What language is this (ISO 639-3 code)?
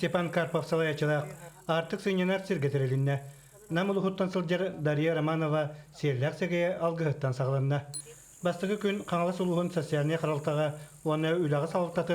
sah